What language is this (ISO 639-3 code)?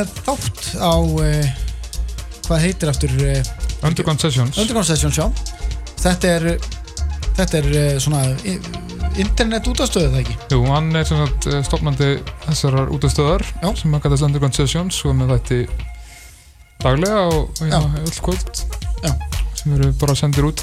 isl